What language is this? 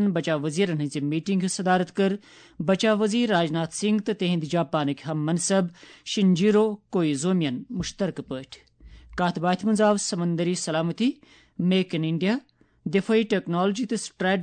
Kashmiri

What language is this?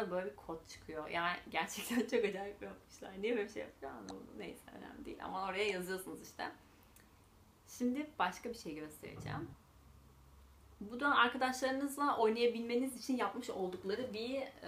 Turkish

